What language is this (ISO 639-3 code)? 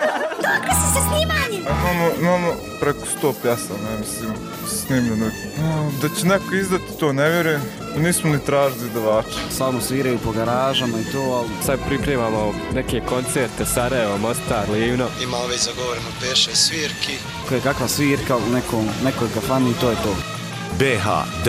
bos